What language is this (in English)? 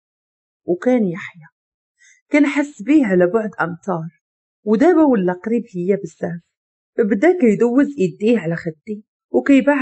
Moroccan Arabic